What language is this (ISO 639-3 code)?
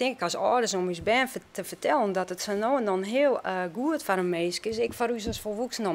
fry